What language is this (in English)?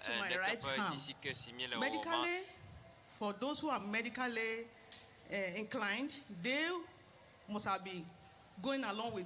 Ewe